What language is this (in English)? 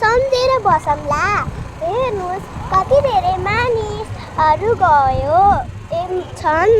Nepali